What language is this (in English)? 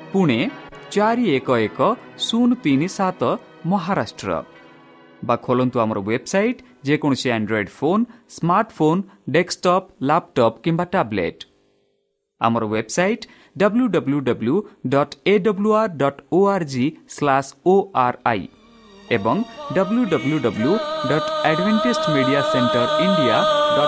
Odia